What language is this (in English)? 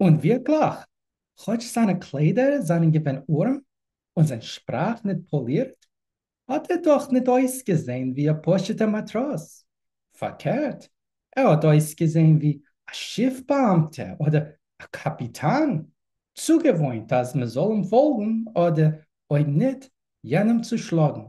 Yiddish